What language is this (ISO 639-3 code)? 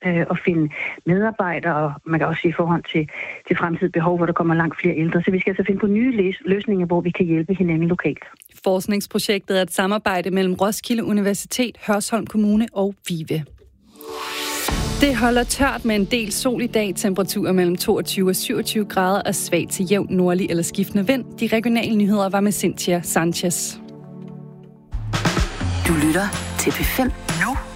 dan